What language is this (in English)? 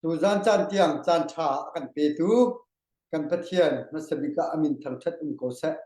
Hakha Chin